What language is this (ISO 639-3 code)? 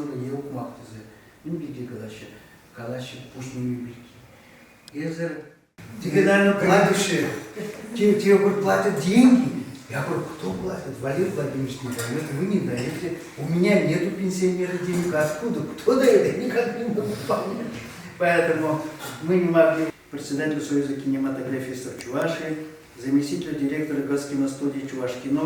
chv